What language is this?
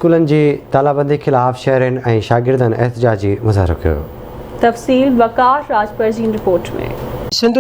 Sindhi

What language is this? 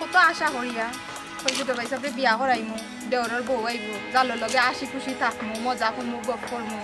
Sylheti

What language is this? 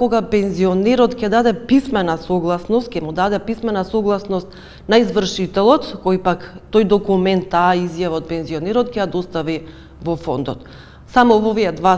Macedonian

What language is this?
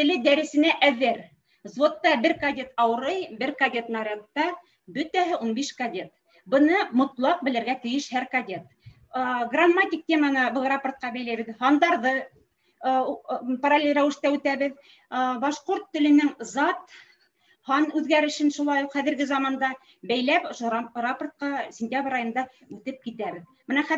Bashkir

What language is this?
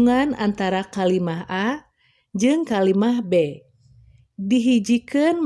Sundanese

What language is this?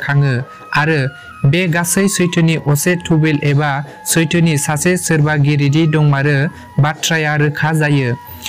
Bodo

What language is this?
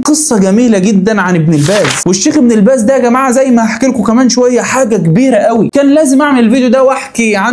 Egyptian Arabic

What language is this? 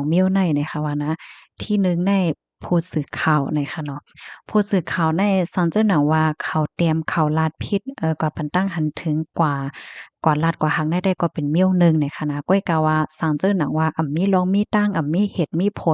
Shan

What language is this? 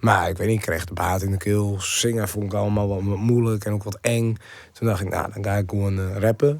Western Frisian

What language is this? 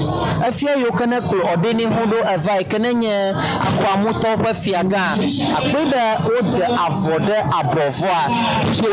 Ewe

